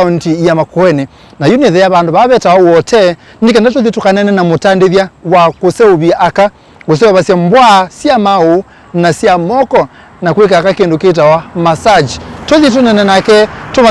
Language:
Kamba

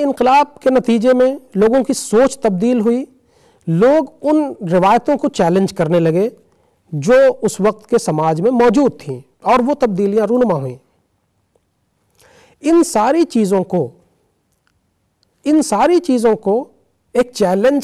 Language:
Urdu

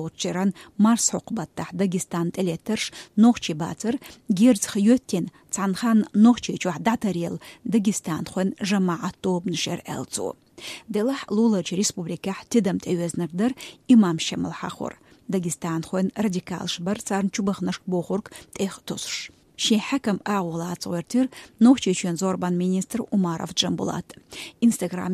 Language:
Chechen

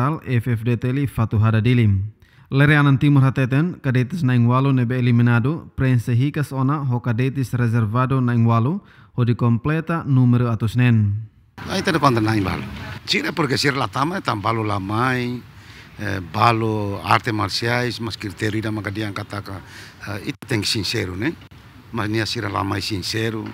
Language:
Tetum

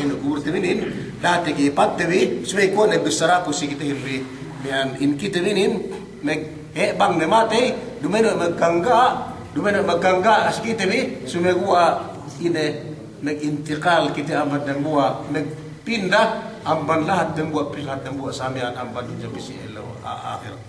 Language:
Yakan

